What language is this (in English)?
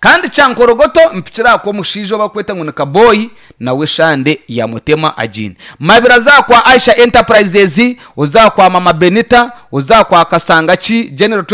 Nyankole